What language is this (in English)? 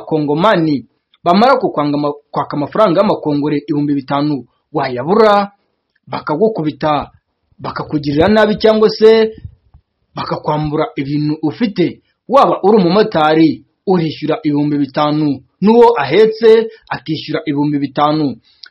Kinyarwanda